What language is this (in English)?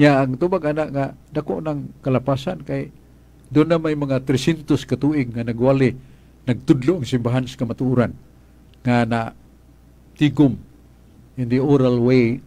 Cebuano